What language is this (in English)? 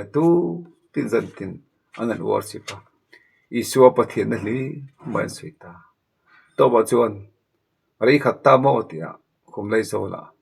Mizo